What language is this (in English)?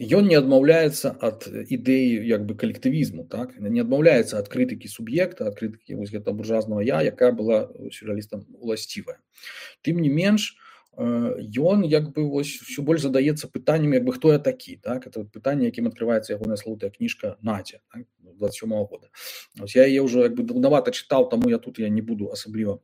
Belarusian